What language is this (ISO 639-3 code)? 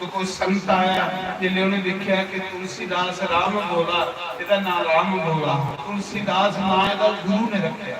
doi